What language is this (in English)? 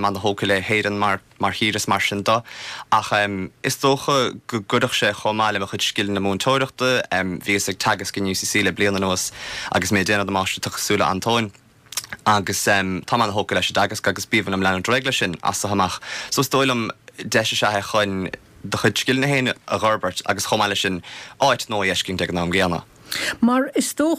Irish